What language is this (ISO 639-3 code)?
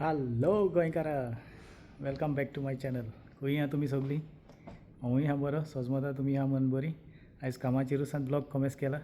kok